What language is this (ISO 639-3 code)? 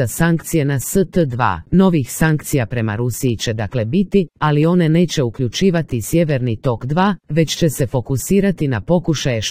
hrv